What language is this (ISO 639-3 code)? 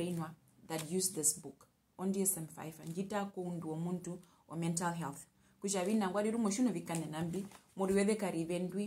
her